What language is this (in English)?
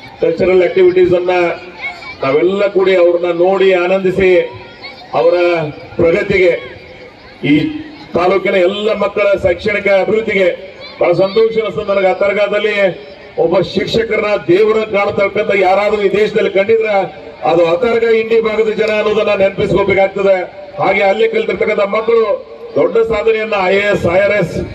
Kannada